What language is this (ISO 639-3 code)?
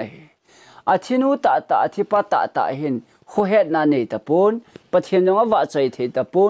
tcz